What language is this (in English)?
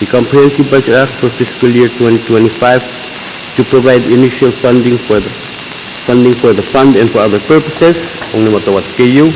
Pohnpeian